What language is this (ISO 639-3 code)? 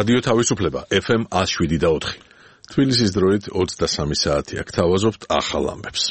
kat